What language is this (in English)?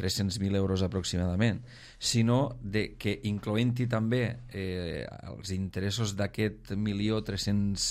Catalan